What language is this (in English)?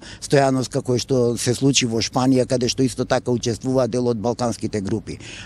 Macedonian